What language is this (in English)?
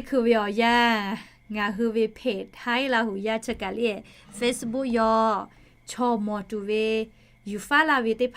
Lahu